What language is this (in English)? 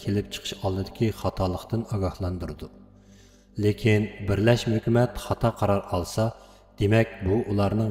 Uyghur